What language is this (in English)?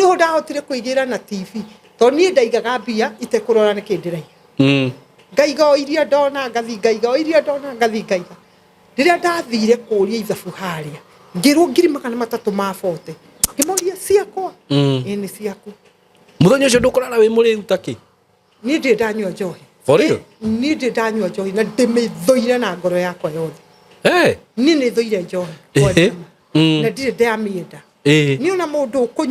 Kikuyu